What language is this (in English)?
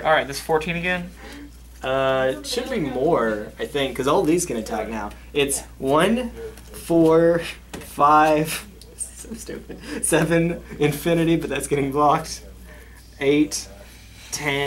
English